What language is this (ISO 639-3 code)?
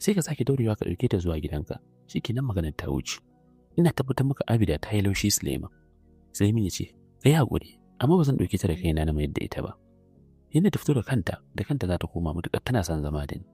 hau